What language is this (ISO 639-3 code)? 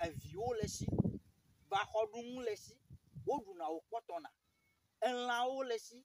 ewe